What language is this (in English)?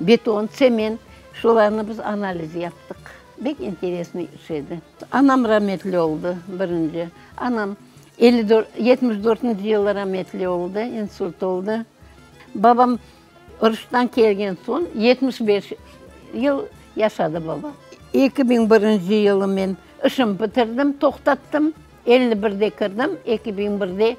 Crimean Tatar